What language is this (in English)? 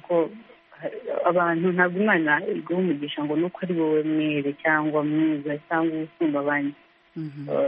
Kinyarwanda